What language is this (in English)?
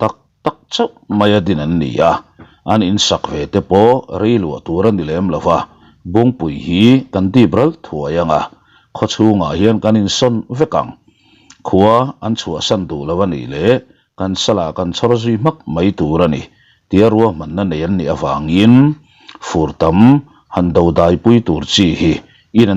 Mizo